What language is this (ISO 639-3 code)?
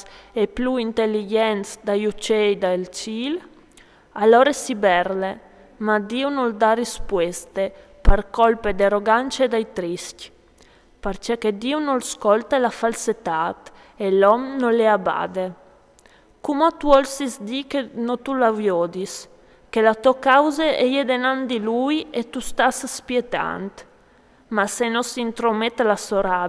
fur